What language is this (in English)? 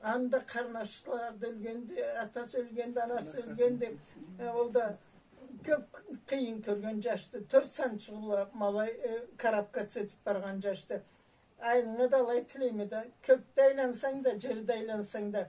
Karachay-Balkar